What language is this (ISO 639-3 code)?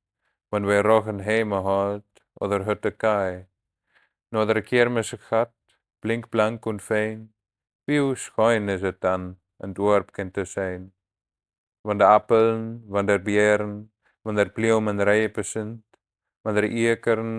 wep